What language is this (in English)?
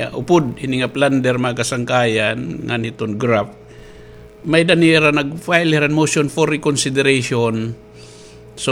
Waray